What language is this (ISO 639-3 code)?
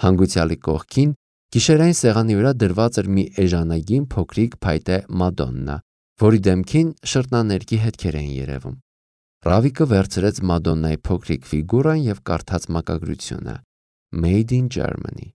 hye